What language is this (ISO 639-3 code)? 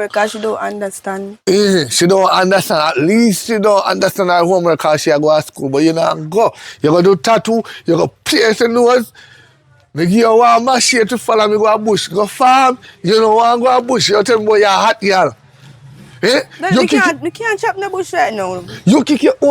jam